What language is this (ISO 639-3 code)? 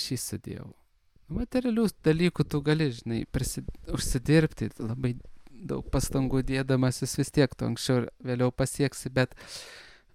lit